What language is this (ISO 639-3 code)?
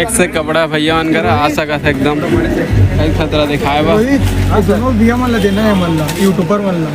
hne